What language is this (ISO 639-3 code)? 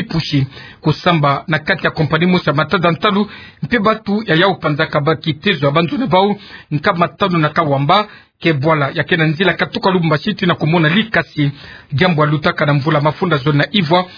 ktu